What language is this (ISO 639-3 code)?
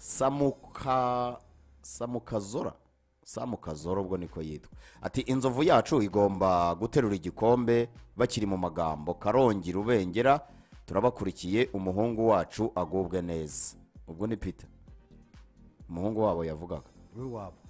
kin